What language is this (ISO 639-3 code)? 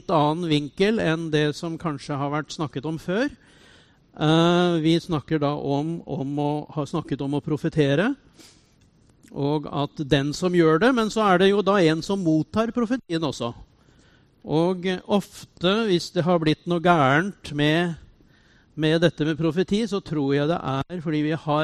nor